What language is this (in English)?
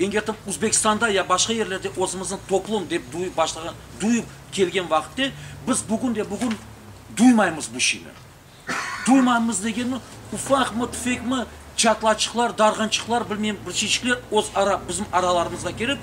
Crimean Tatar